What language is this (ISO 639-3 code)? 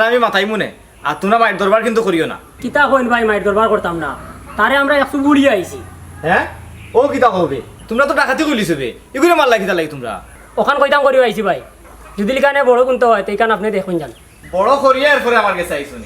syl